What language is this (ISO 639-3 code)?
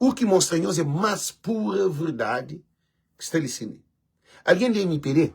kea